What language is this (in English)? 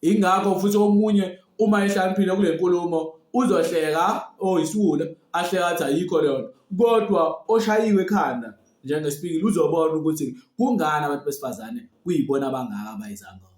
Zulu